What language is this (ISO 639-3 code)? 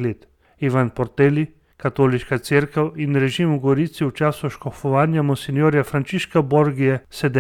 slv